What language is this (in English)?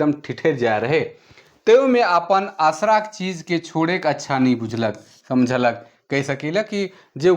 Sadri